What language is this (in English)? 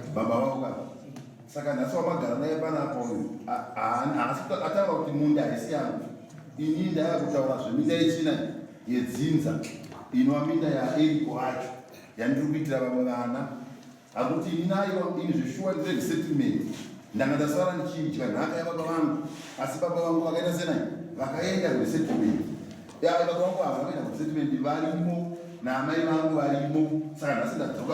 Shona